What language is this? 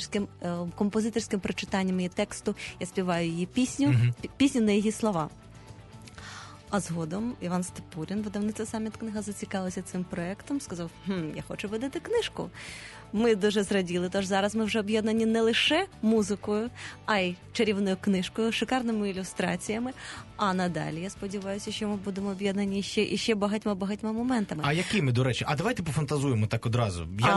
Ukrainian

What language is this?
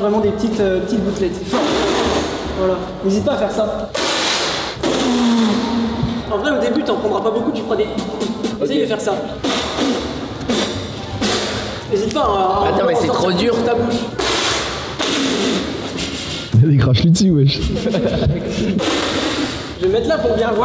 French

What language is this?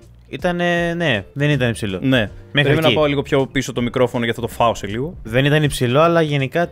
Greek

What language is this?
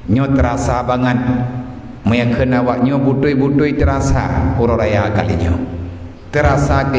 Achinese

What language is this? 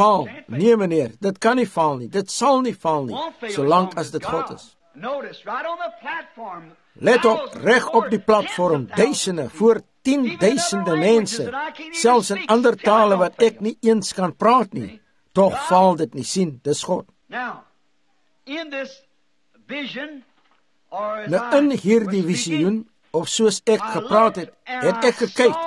Afrikaans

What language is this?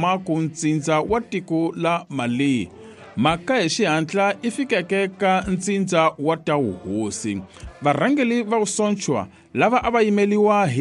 Tsonga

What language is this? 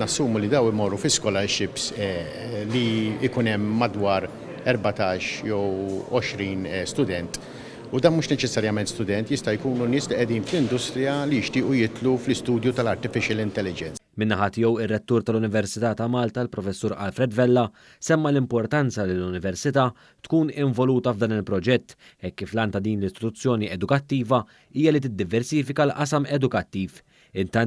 Maltese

